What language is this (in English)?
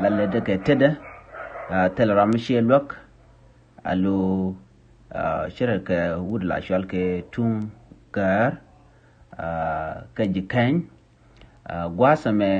Nuer